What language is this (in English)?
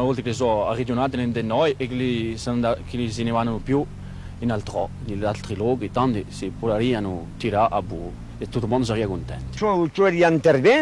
Corsican